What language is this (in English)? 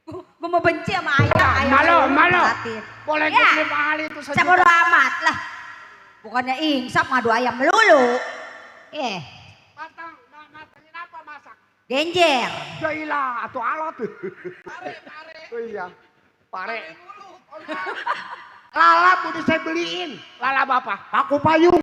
Betawi